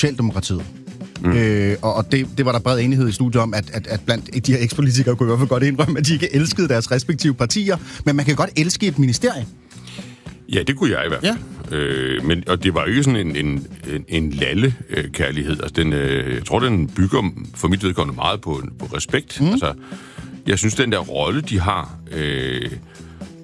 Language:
Danish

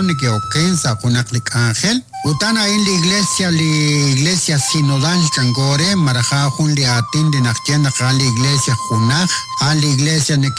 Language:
Kekchí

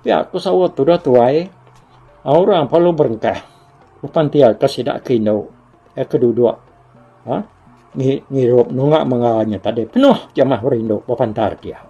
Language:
Iban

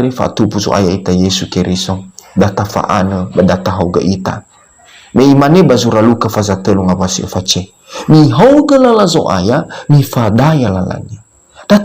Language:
Nias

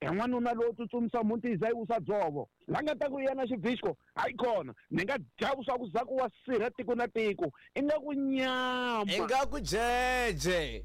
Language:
Tsonga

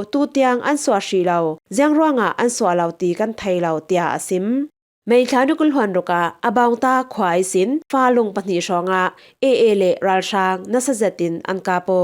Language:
Falam Chin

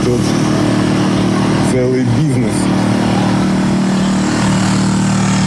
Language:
Russian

